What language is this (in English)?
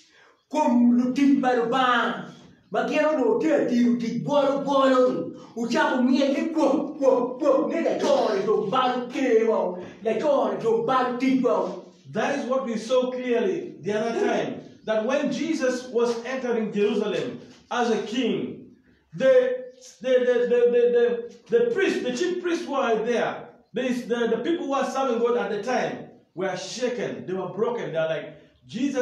Acoli